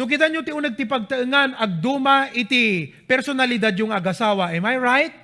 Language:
Iloko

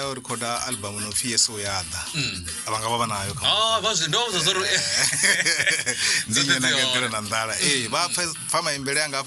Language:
Venda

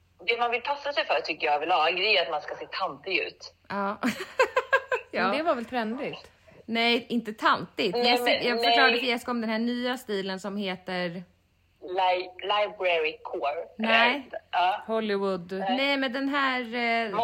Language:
Swedish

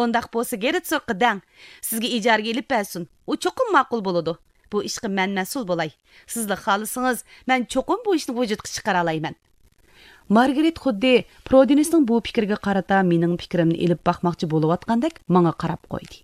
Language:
Uyghur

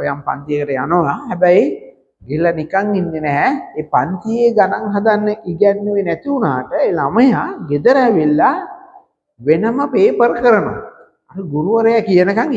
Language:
Sinhala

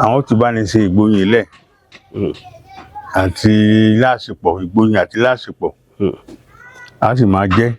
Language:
Yoruba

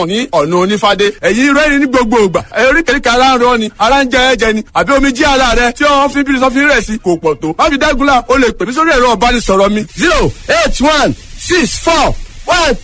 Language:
Yoruba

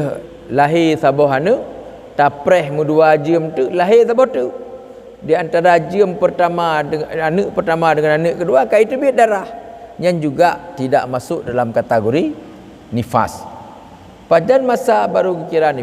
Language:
Achinese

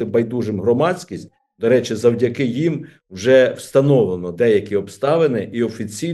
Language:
Ukrainian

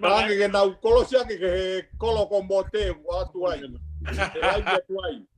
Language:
Tongan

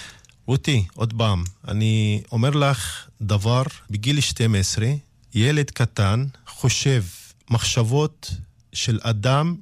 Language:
Hebrew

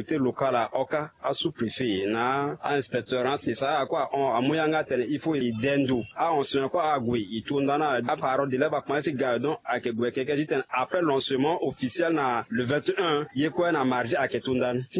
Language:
Sango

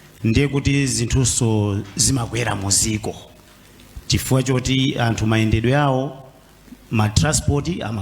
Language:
Nyanja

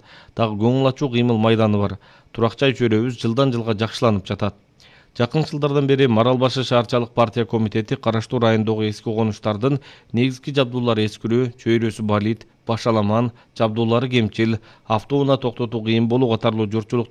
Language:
Kyrgyz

